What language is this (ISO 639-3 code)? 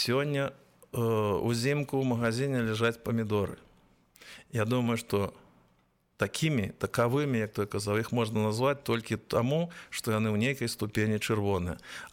bel